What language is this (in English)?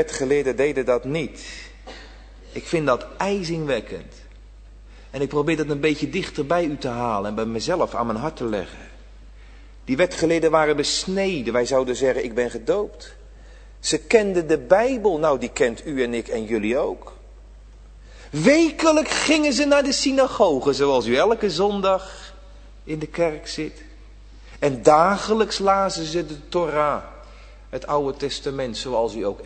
Dutch